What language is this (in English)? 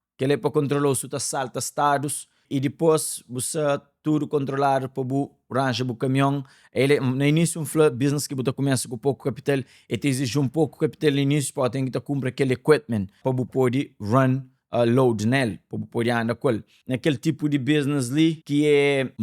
Kabuverdianu